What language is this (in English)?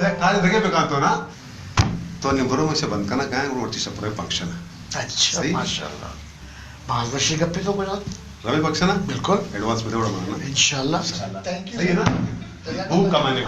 Baluchi